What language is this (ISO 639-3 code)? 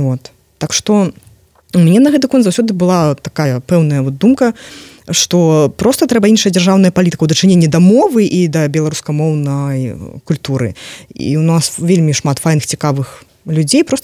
bel